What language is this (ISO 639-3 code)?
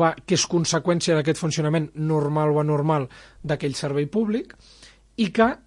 cat